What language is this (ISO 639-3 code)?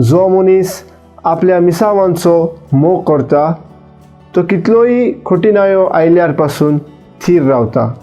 kok